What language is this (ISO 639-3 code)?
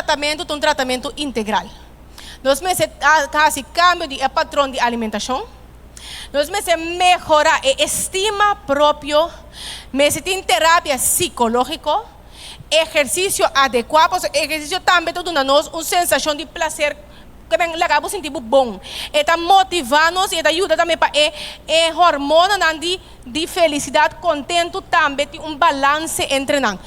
pap